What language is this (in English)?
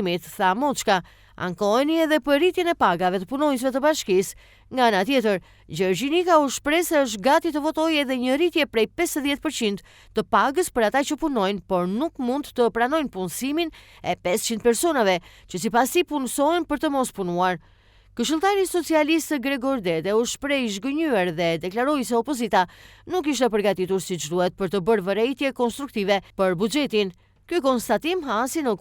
Albanian